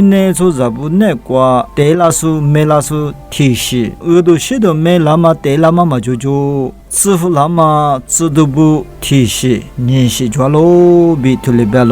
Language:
Lisu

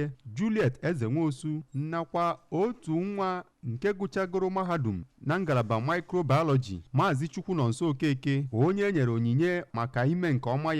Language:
Igbo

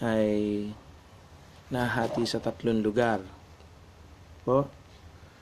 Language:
Filipino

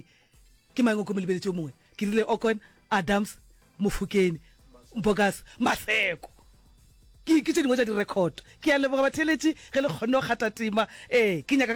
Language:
Northern Sotho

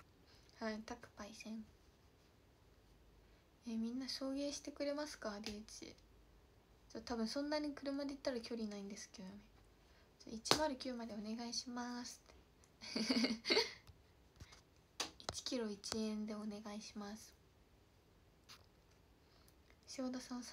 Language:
Japanese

